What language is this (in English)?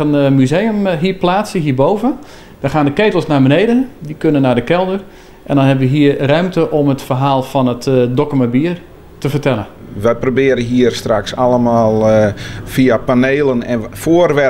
Western Frisian